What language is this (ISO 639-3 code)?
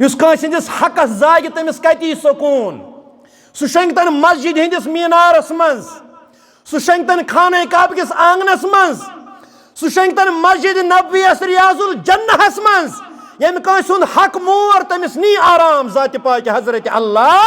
kas